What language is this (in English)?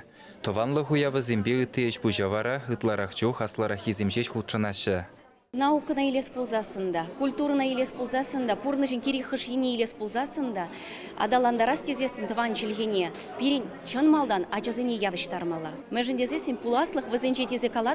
Chuvash